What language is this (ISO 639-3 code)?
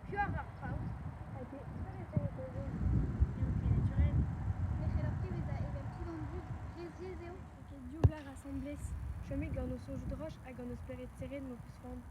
bre